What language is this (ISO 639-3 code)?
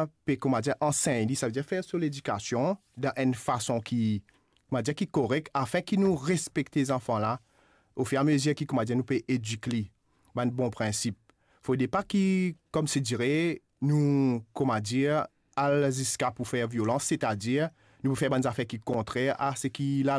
mfe